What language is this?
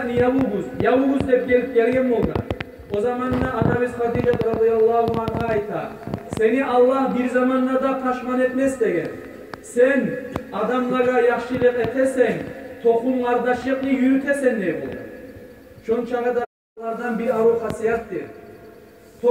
Kumyk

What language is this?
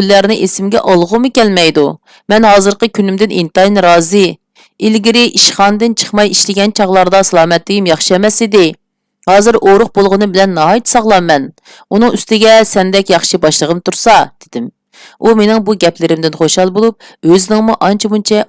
Uyghur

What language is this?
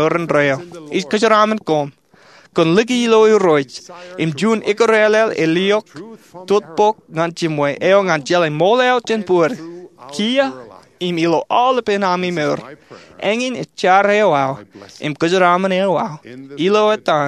Marshallese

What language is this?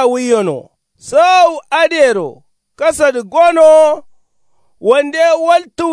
Kanuri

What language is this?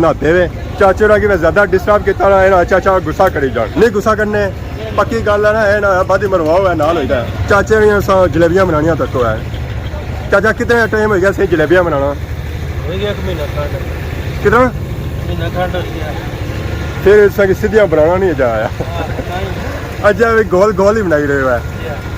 Pahari-Potwari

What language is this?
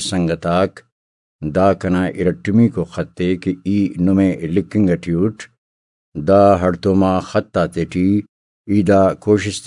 Brahui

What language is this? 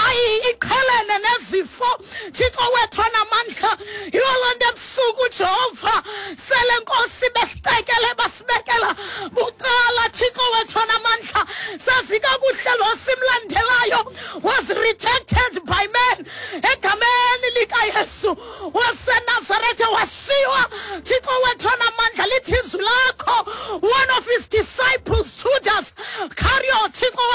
Xhosa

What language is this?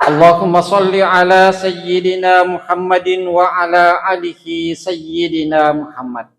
Buginese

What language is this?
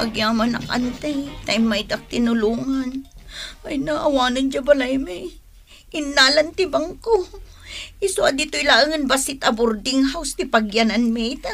Iloko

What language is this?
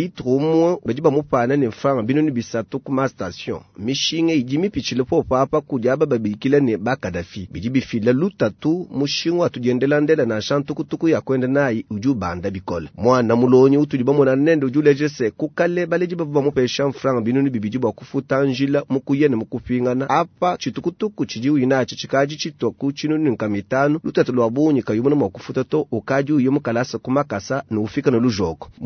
Luba-Lulua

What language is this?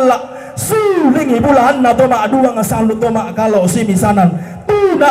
Toraja-Sa'dan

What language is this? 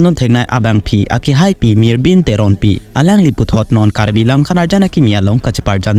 Karbi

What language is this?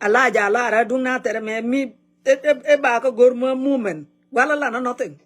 Nuer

